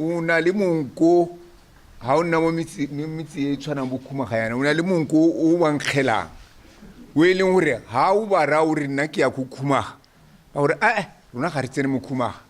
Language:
Tswana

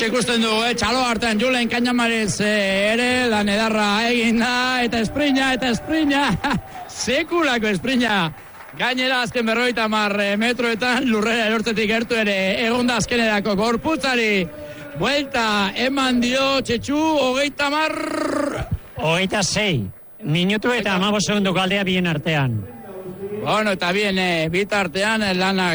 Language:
Basque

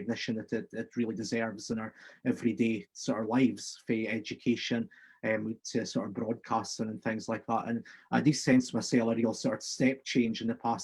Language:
Scots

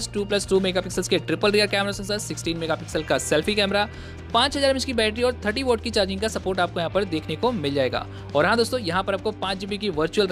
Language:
Hindi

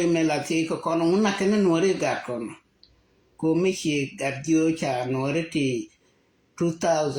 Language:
Nuer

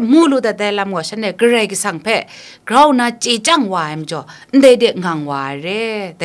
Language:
Kachin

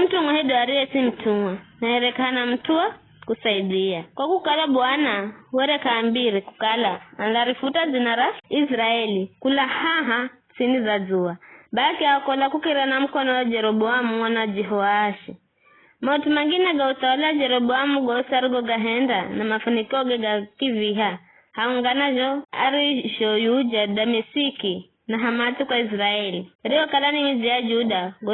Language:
Giryama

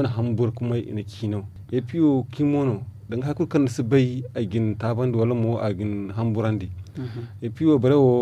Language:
Zarma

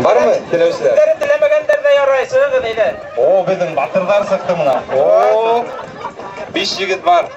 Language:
Bashkir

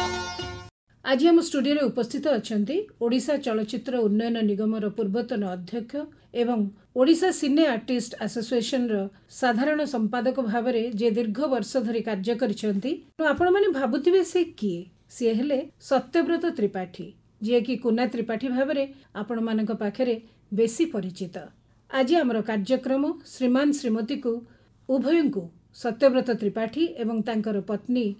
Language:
Odia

